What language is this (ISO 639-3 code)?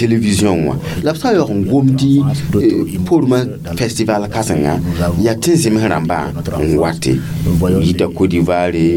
mos